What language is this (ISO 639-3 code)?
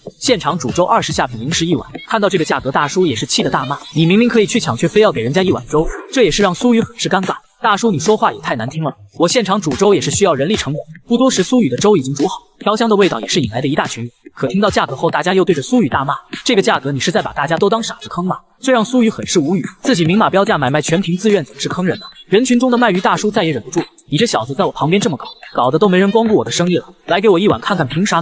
zho